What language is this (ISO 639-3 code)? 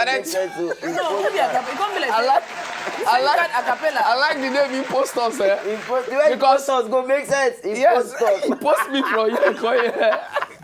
pcm